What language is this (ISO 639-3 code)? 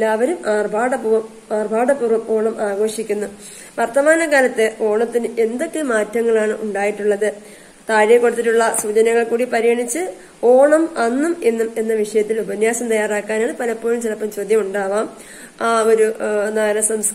mal